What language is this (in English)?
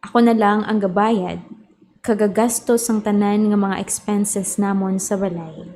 Hiligaynon